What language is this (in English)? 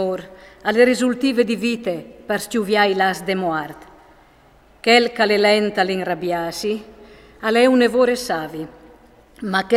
Friulian